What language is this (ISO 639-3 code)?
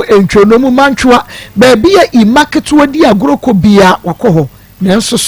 aka